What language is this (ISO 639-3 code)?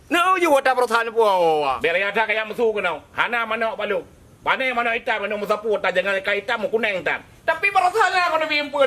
ace